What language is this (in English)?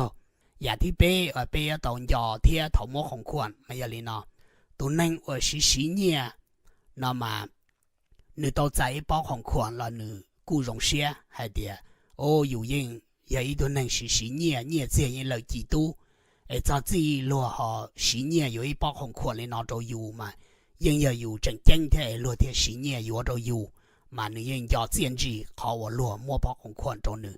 Hmong